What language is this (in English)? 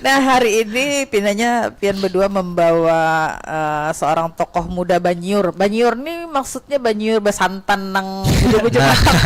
Banjar